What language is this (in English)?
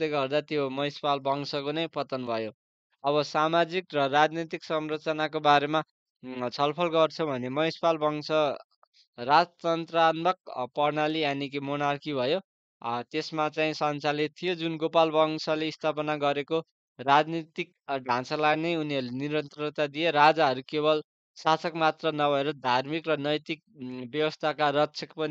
Nepali